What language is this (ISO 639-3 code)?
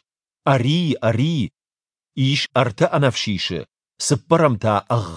oss